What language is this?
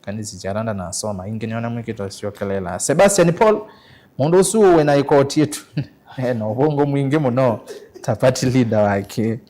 Kamba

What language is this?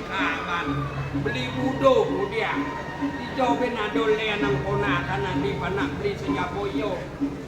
Balinese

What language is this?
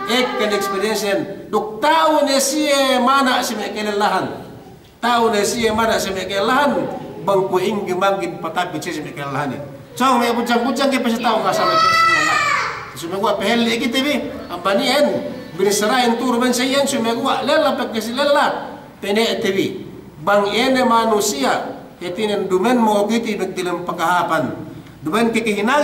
Yakan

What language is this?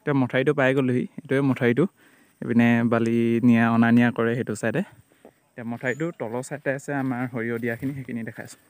Assamese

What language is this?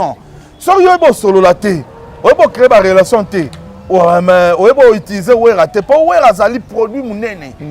Lingala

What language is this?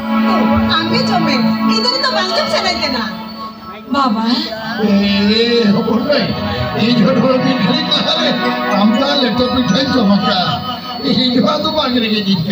Santali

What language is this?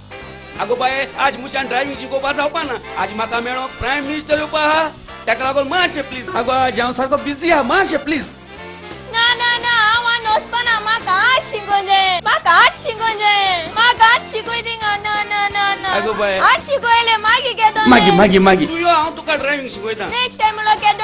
Konkani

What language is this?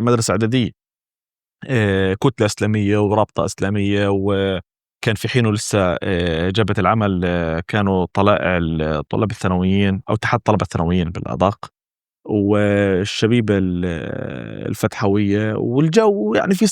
North Levantine Arabic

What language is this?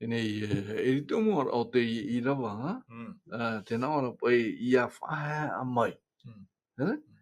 Tahitian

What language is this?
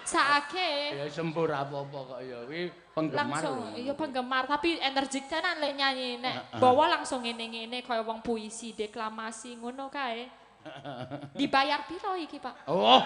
Javanese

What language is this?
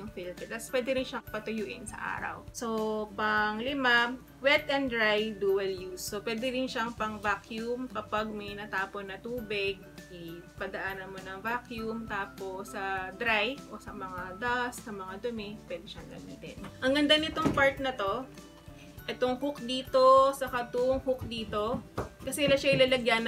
Filipino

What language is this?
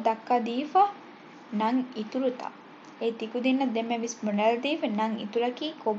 Divehi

